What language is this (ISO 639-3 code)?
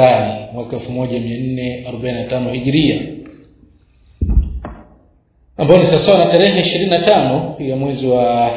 swa